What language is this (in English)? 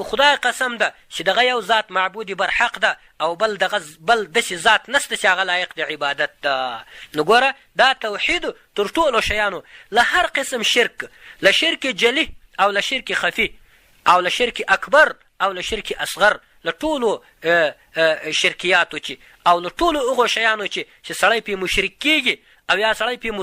Pashto